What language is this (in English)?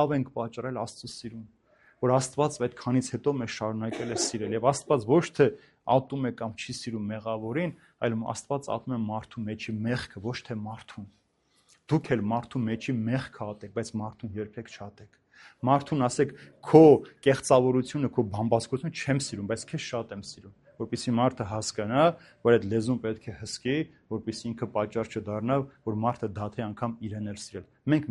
Armenian